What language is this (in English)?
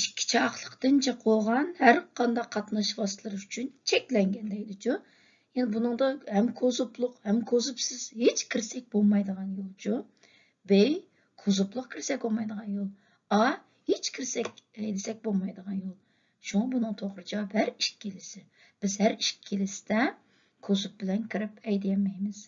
Uyghur